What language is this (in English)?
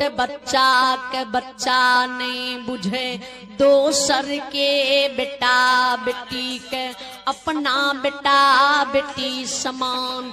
Bhojpuri